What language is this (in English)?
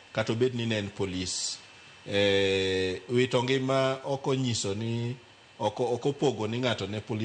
Luo (Kenya and Tanzania)